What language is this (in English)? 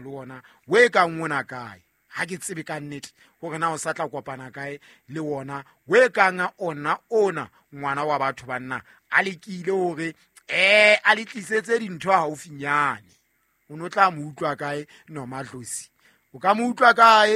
Southern Sotho